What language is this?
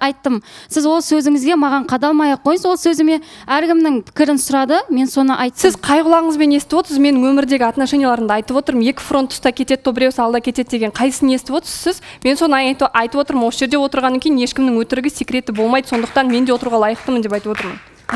Kazakh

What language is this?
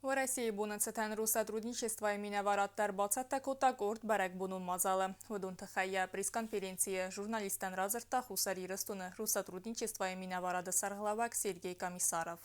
Ossetic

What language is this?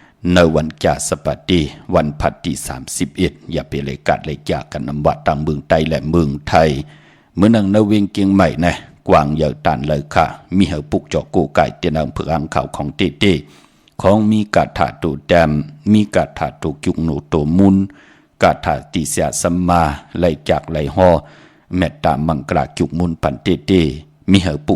Shan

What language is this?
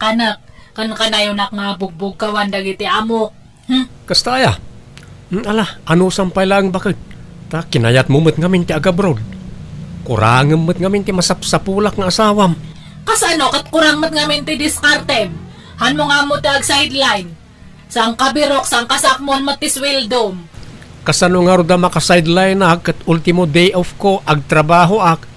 Iloko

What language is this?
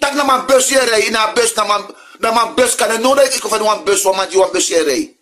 Sranan Tongo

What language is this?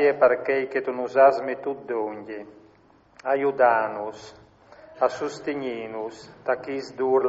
Friulian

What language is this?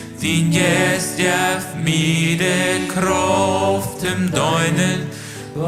Plautdietsch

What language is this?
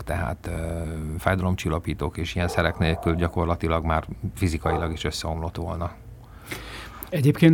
Hungarian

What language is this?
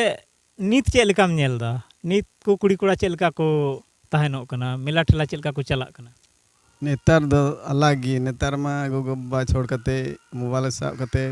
Santali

